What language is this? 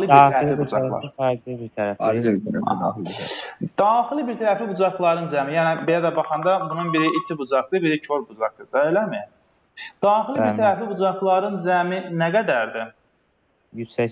Azerbaijani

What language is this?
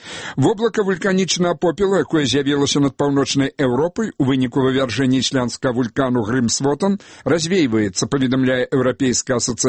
Belarusian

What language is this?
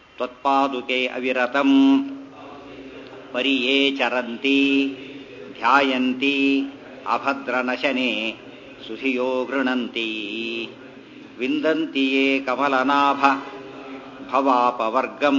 Kannada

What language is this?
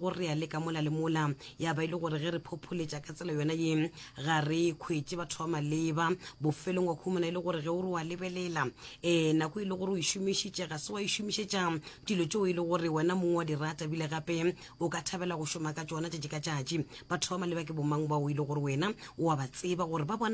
Northern Sotho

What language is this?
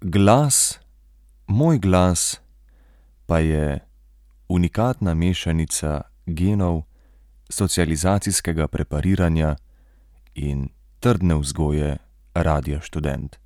Slovenian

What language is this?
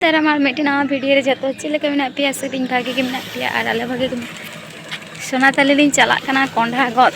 Santali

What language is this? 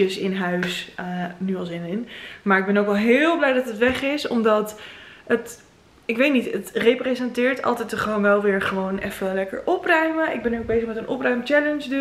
Dutch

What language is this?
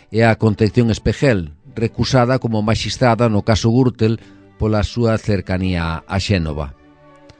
Galician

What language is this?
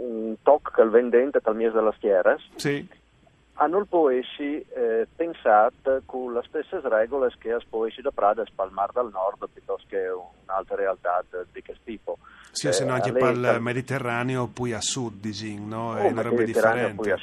Friulian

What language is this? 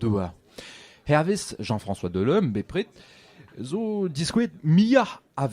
Breton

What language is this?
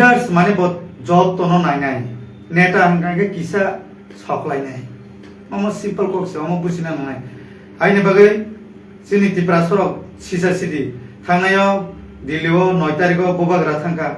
Kok Borok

